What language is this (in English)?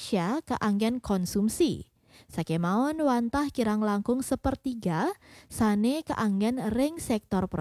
Balinese